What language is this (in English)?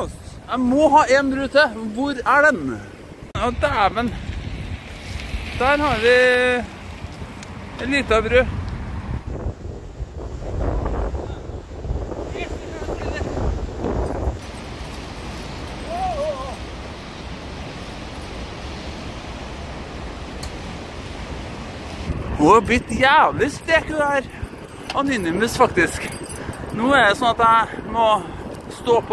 Norwegian